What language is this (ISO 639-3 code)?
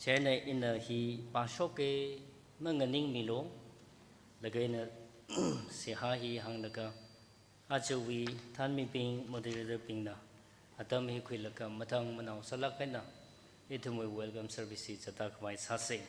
nmf